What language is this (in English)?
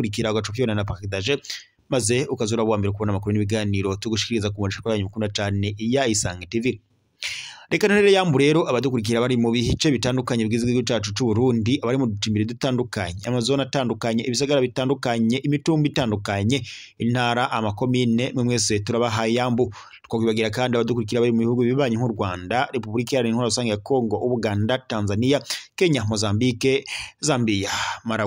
Rundi